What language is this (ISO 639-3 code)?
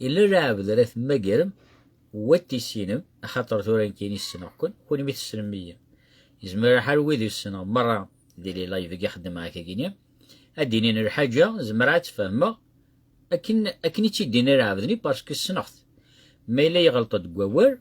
kab